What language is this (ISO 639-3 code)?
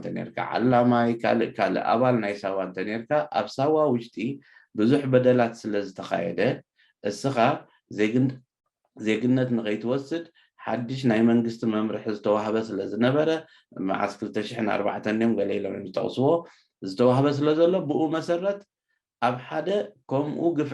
tir